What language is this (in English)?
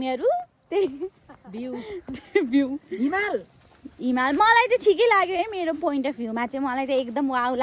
Nepali